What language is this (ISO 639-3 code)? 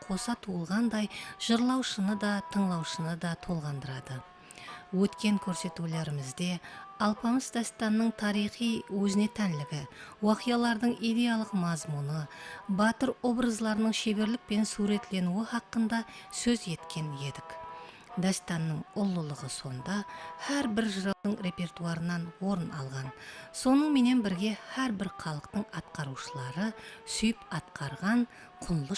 kaa